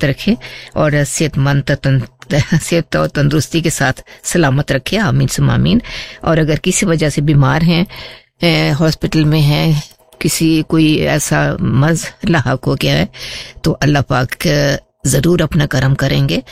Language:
Urdu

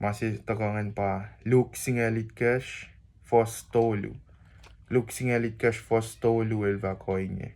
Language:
Kosraean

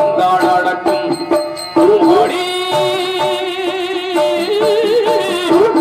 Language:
Tamil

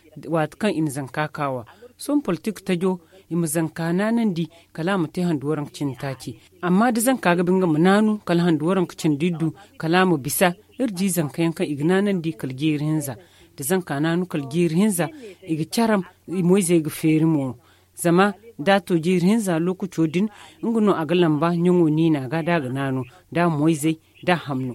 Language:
Zarma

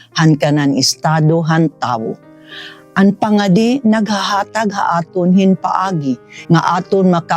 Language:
Waray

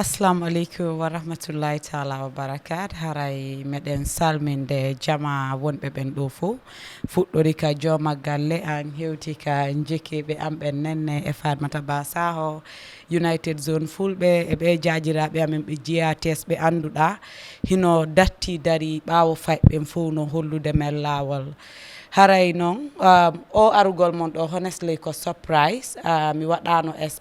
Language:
Fula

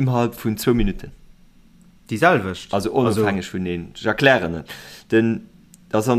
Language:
Luxembourgish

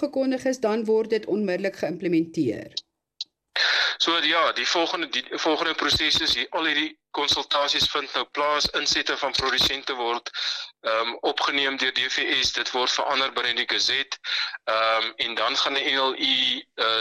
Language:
Afrikaans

